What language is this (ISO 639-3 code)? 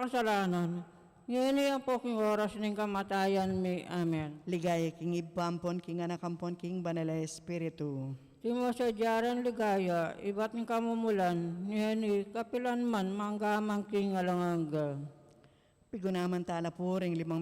pam